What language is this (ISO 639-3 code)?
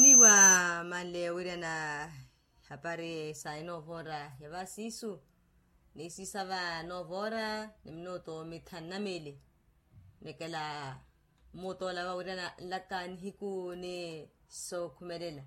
vmw